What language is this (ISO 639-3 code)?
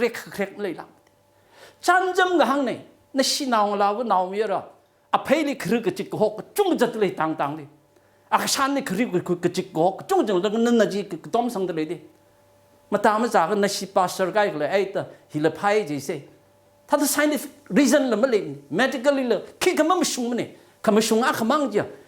nmf